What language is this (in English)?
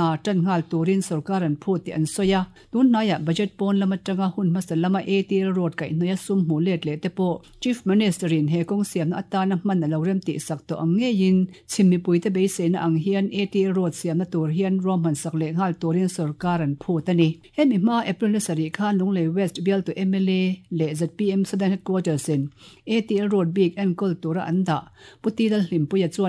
Mizo